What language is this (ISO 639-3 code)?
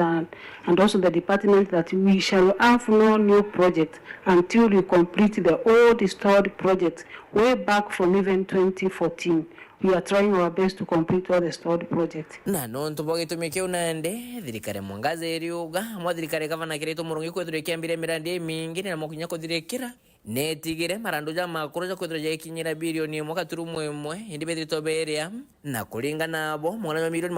mer